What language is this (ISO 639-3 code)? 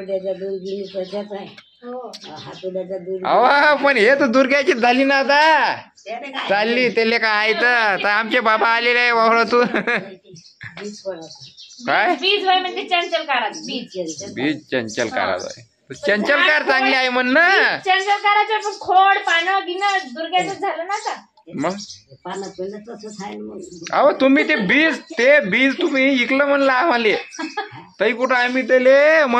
mar